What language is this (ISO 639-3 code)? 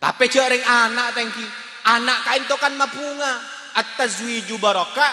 mad